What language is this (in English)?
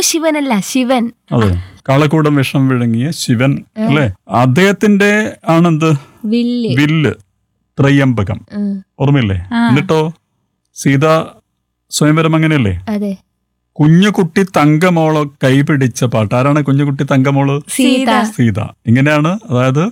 Malayalam